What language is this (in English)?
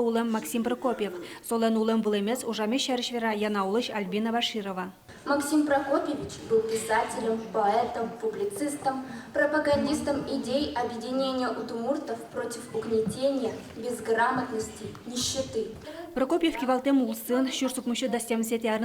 Udmurt